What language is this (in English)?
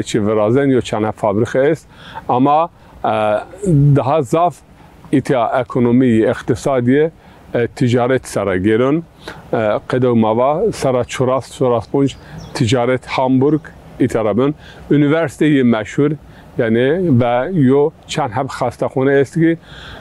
Zaza